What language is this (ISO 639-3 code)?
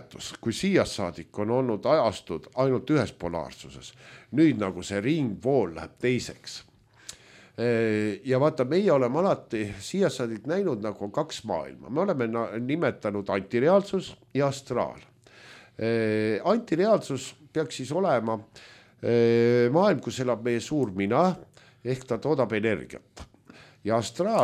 est